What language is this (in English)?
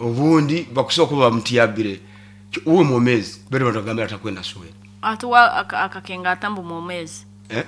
Nyankole